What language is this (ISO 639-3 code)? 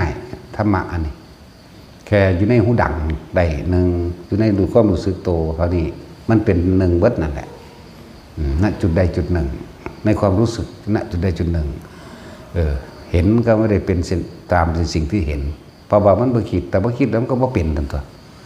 tts